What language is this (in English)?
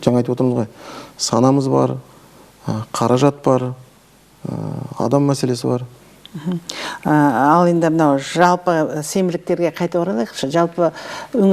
Kazakh